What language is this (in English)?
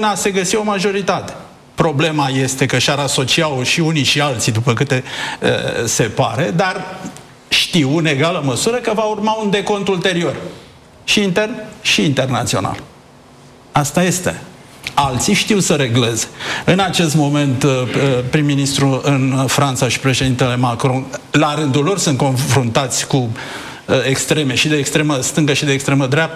Romanian